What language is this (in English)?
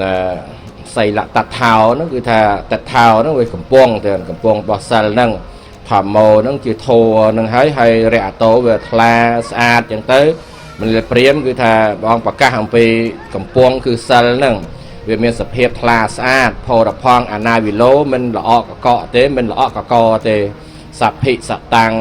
Khmer